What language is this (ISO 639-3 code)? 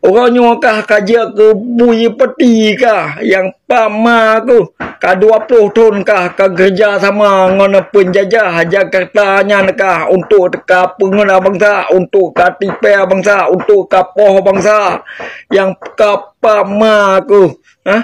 ace